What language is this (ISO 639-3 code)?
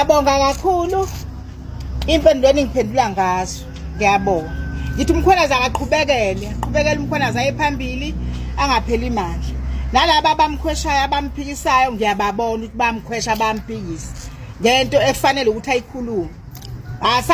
zul